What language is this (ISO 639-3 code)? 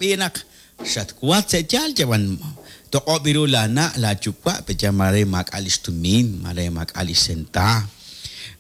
kek